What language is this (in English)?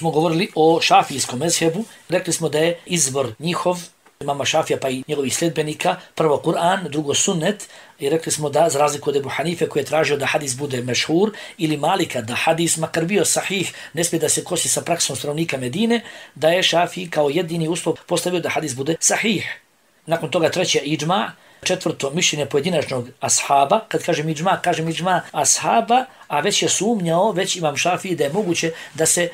Bosnian